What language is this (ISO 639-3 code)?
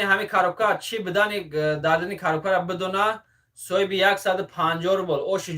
tgk